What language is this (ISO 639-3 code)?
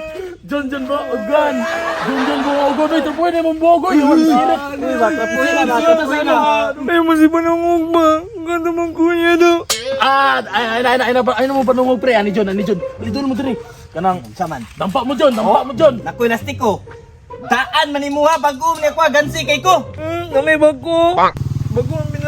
ceb